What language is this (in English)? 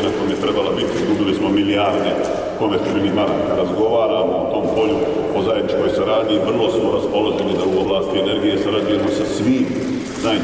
Bosnian